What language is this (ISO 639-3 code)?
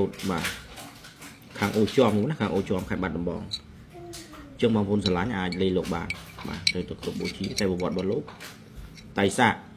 khm